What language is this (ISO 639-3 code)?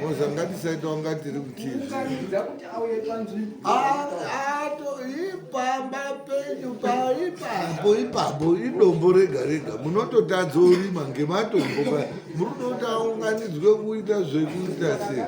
sna